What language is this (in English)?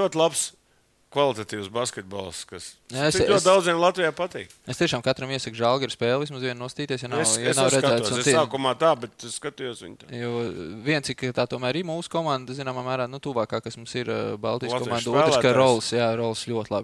Latvian